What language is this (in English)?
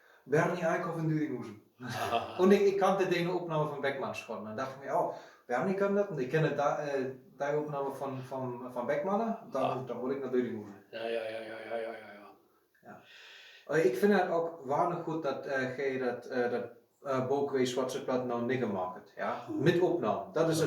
Westphalien